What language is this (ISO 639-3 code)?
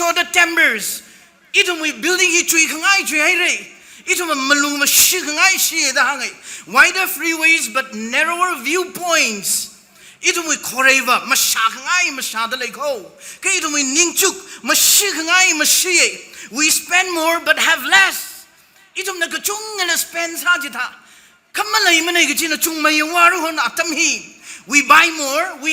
nmf